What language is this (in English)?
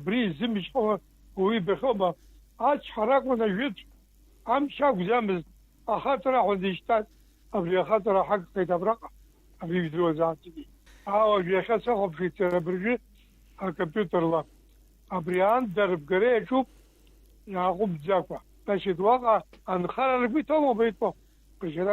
Abkhazian